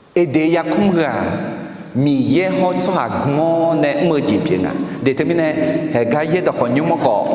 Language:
Akha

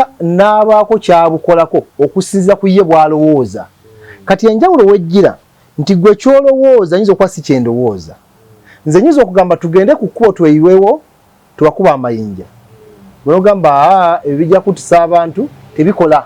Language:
Ganda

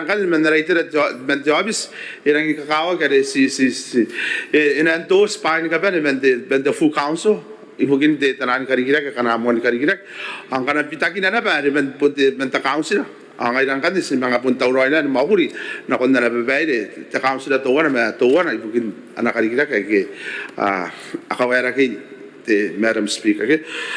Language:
Gilbertese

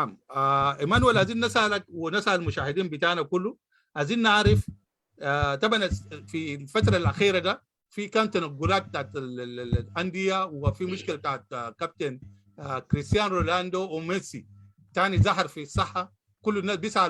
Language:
Sudanese Arabic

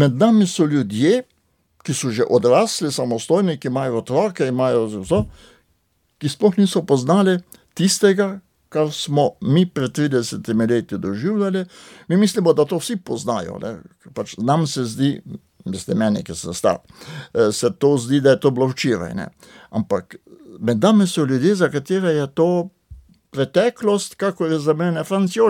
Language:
Slovenian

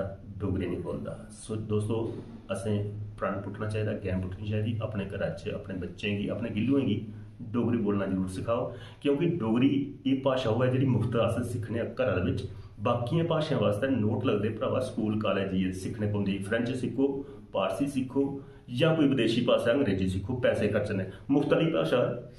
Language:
Dogri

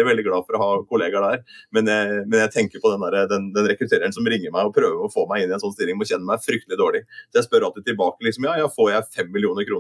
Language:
Norwegian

